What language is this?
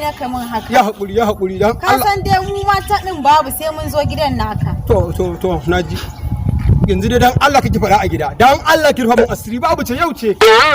Hausa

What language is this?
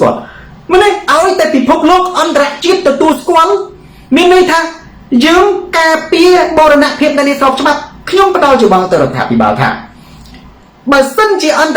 Khmer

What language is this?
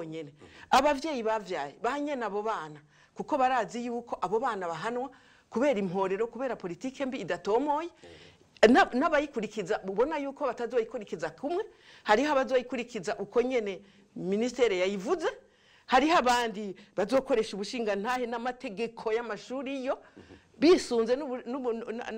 Rundi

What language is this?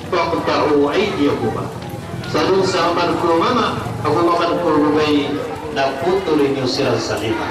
Maranao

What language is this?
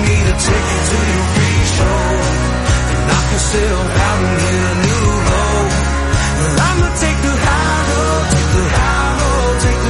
English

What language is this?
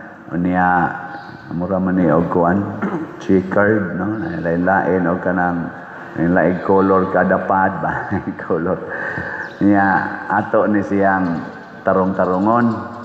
Cebuano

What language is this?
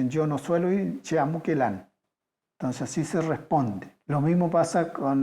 Mapuche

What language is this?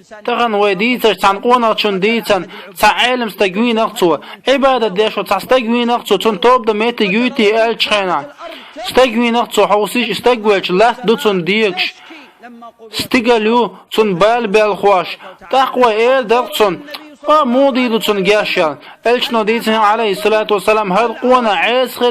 Chechen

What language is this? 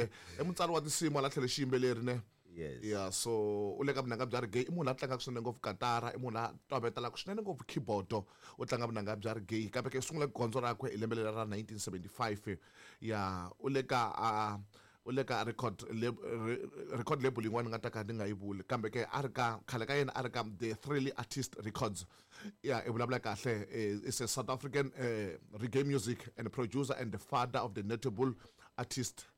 Tsonga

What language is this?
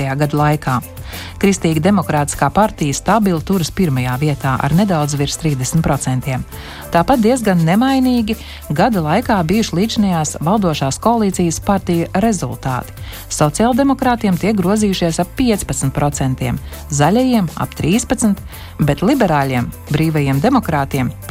Latvian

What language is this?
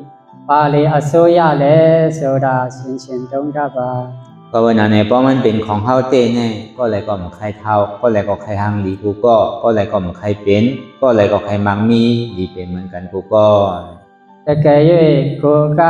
Shan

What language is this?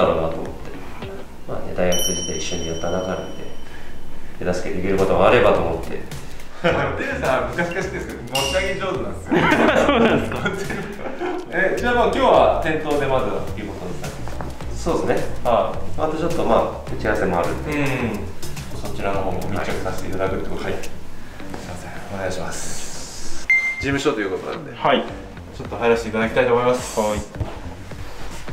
Japanese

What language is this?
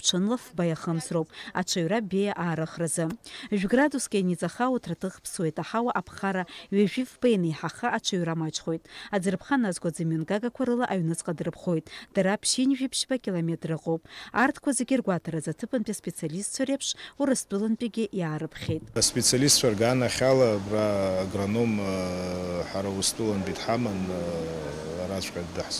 Abkhazian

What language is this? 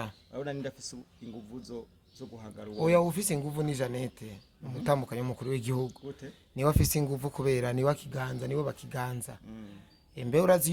Rundi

